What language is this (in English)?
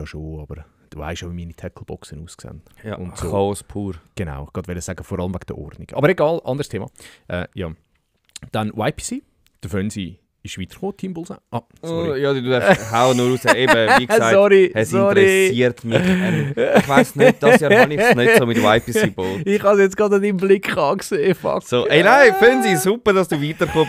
Swiss German